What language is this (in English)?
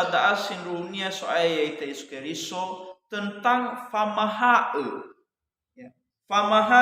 Nias